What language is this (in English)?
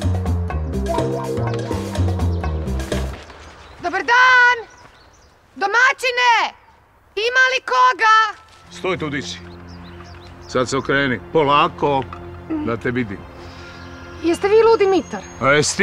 Croatian